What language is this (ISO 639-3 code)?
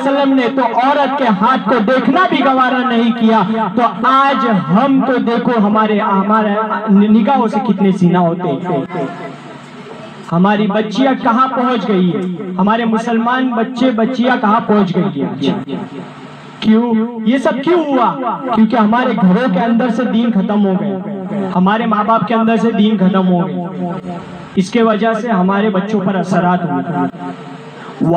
urd